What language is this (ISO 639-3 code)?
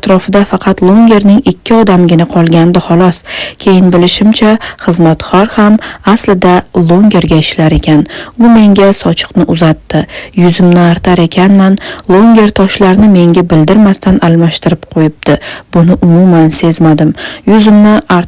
uzb